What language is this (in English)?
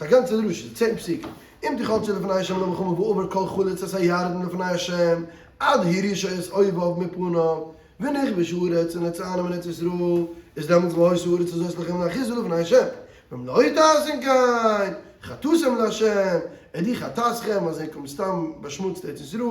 Yiddish